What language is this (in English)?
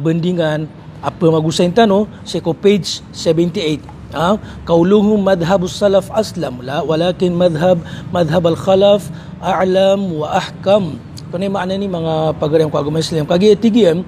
Maranao